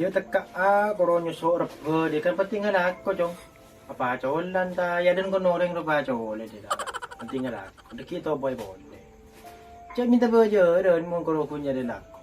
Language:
Madurese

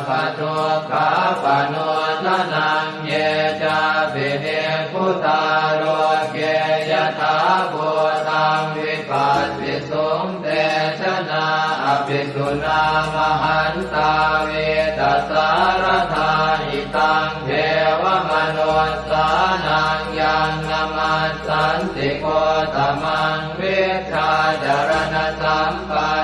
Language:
Pali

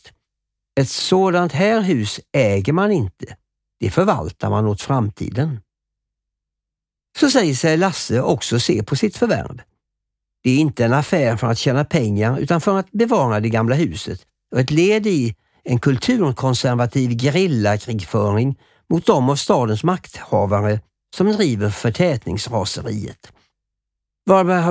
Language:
Swedish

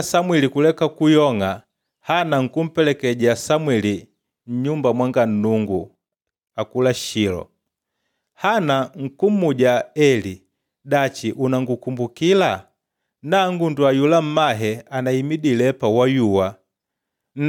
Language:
Makonde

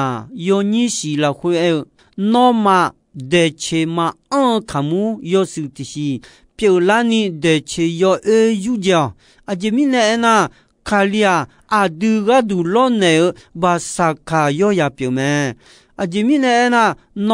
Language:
Akha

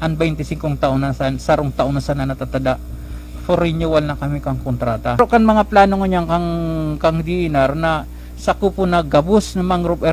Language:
Bikol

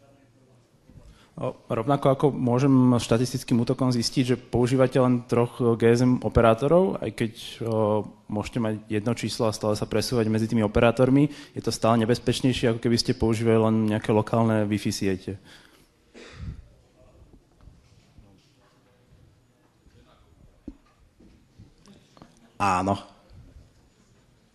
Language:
Slovak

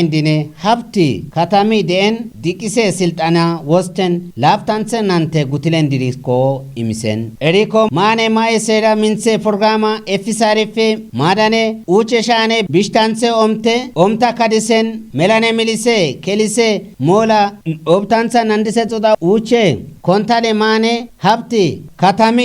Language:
Kafa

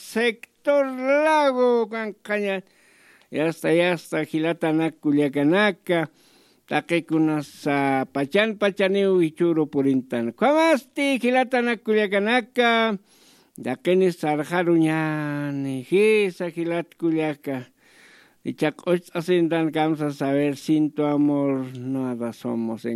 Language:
Aymara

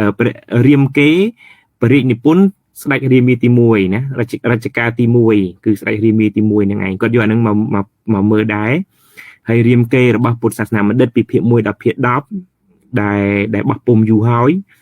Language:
Khmer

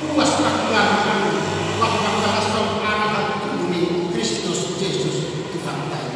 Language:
Batak Toba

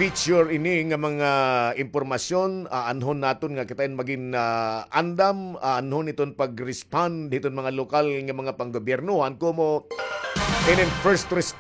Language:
Waray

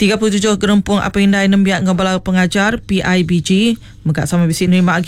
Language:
Iban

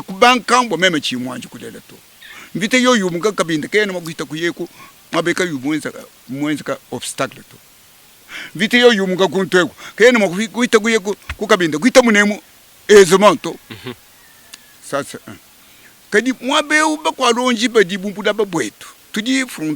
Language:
Luba-Lulua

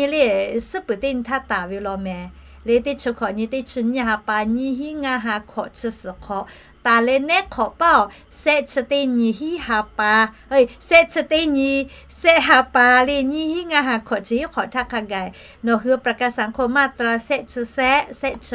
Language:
Lahu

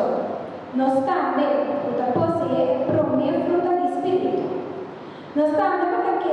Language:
Papiamento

